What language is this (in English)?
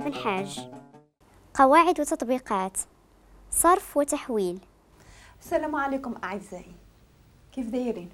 Moroccan Arabic